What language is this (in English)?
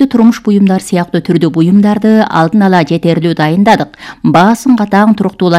Kyrgyz